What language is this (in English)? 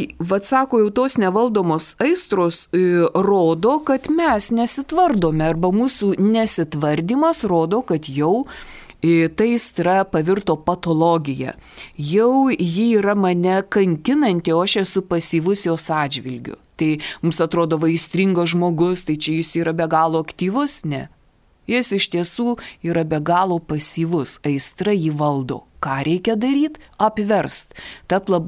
Lithuanian